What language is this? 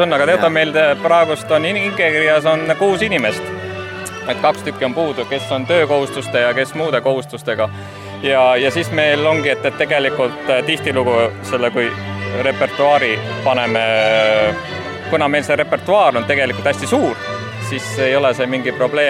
Estonian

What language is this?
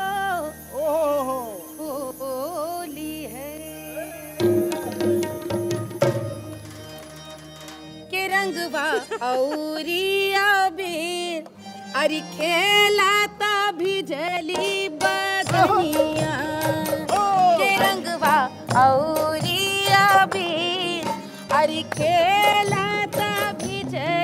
Bhojpuri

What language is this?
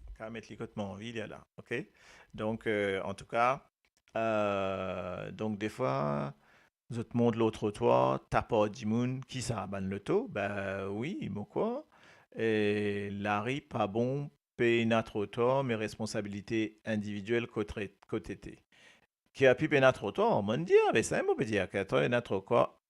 Morisyen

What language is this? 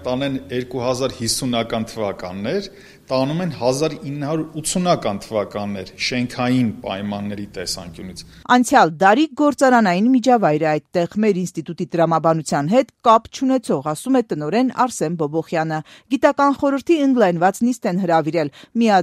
Armenian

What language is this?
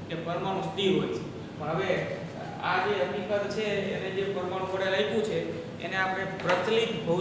Gujarati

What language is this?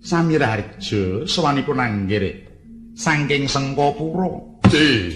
Javanese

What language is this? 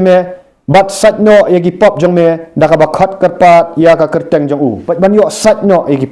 Khasi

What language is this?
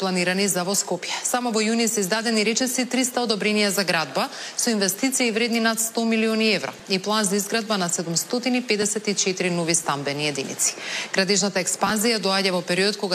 Macedonian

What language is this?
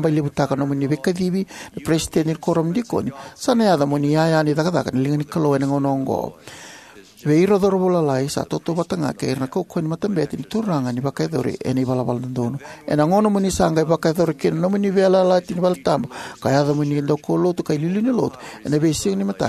Fijian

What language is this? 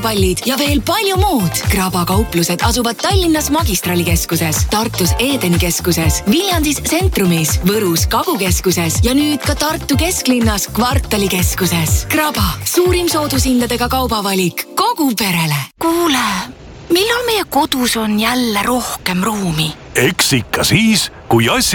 Estonian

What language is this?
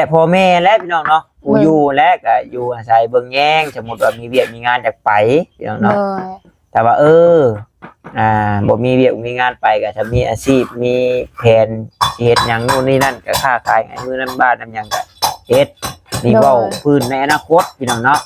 Northeastern Thai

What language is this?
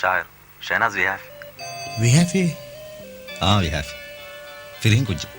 Divehi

